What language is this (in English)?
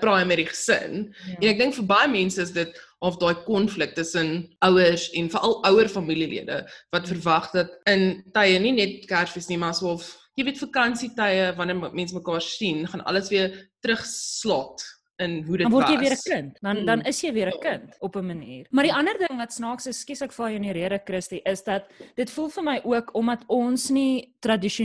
Afrikaans